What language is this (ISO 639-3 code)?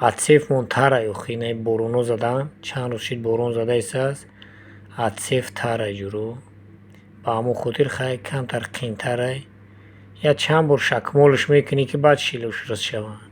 tgk